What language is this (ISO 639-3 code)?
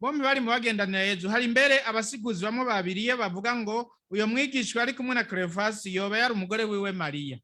run